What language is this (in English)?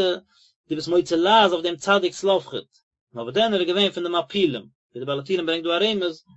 Yiddish